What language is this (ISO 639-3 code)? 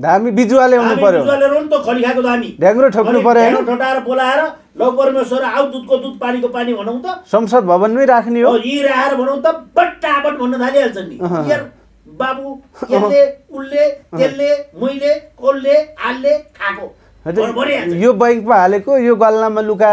nep